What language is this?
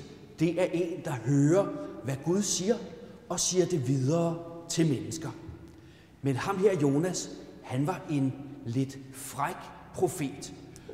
Danish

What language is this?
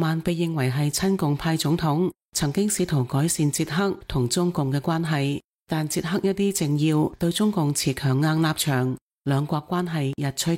Cantonese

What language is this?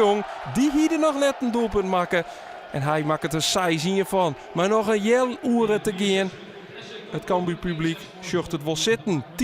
Western Frisian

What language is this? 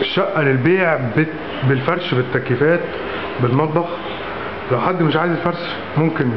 Egyptian Arabic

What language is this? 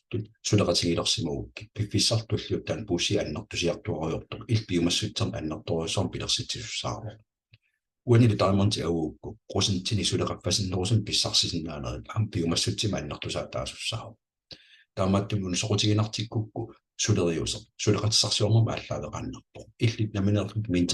Kalaallisut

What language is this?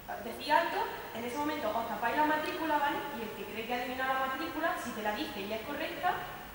Spanish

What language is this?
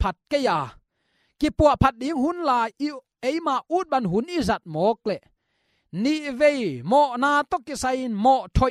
Tedim Chin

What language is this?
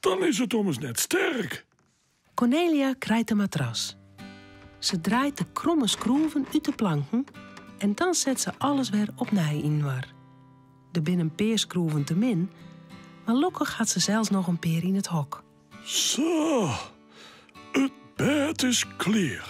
Western Frisian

